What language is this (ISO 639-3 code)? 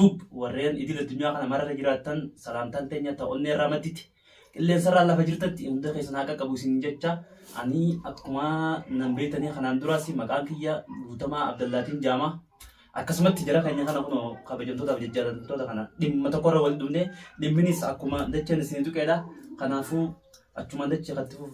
orm